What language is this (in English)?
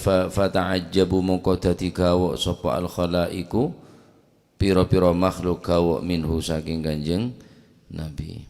Madurese